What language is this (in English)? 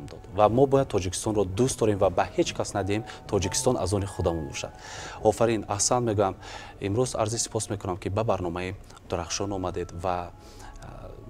Tajik